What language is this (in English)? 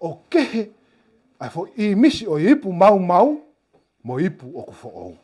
Tongan